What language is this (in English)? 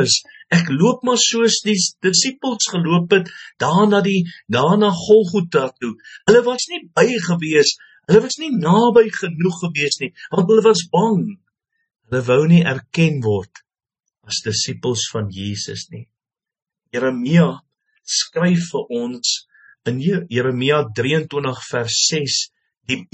Afrikaans